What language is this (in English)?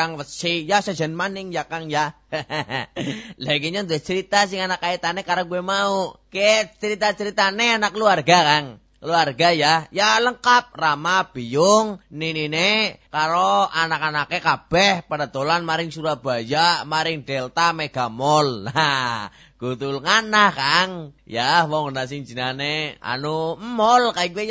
Javanese